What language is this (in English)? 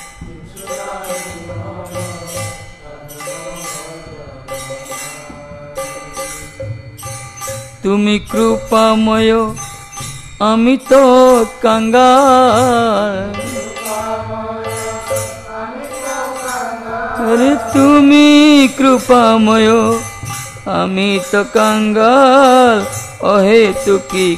Odia